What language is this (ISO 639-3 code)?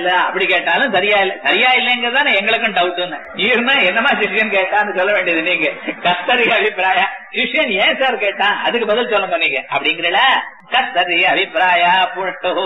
tam